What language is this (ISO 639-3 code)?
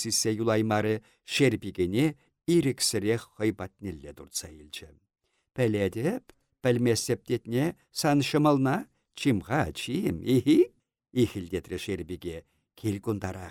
chv